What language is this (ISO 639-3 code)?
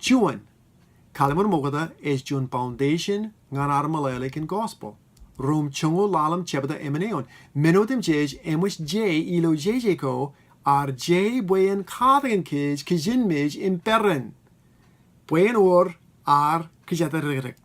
mah